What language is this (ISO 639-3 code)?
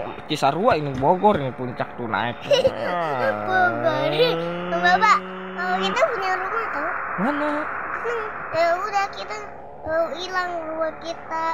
bew